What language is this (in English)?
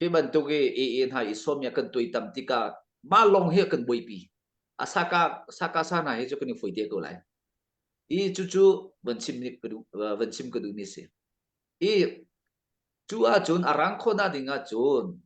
Hakha Chin